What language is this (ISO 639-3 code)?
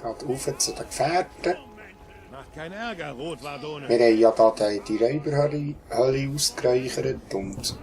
gsw